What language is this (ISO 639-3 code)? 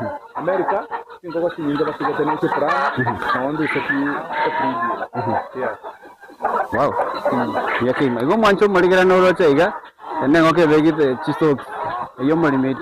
guz